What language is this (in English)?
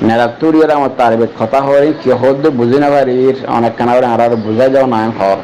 Rohingya